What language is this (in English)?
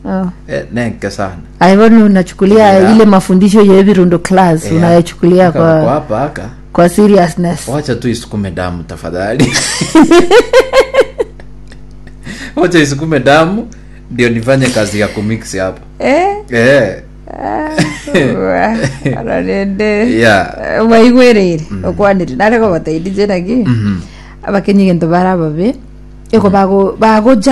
Gusii